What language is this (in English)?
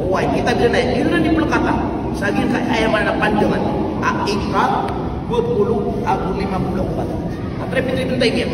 Maranao